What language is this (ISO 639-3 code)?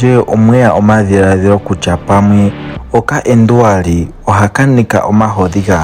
ndo